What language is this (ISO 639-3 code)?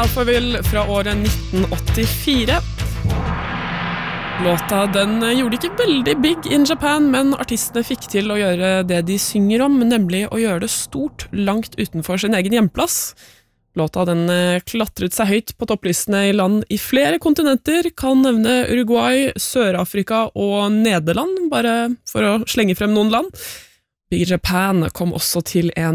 nor